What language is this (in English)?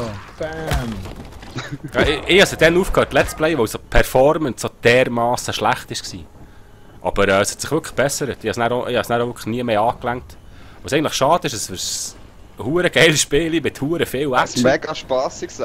Swiss German